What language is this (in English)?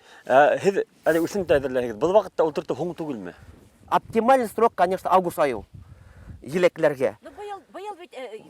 Bashkir